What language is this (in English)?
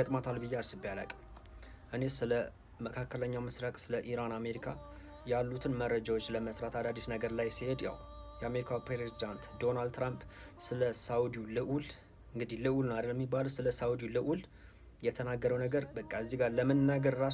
Amharic